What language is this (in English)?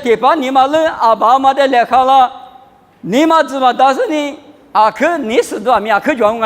Lisu